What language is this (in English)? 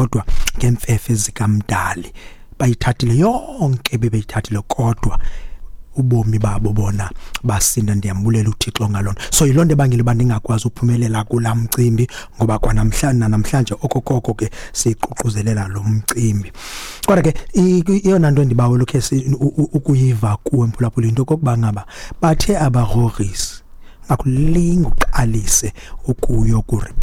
Xhosa